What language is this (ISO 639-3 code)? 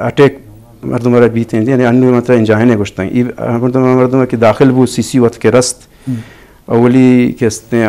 bgp